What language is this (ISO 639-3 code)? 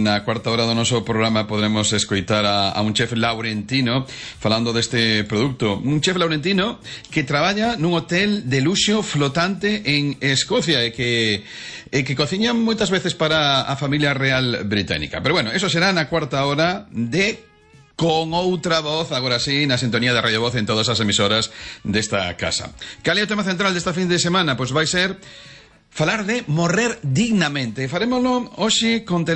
glg